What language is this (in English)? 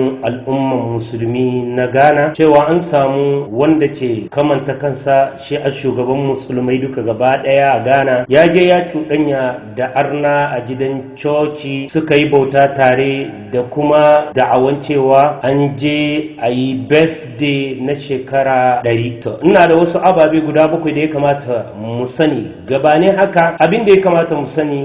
Hausa